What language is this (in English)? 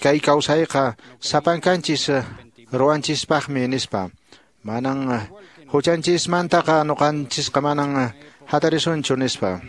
Quechua